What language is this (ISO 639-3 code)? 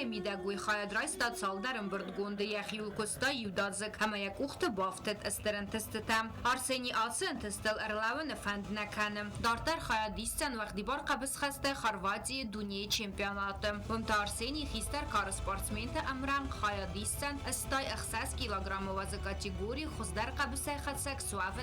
oss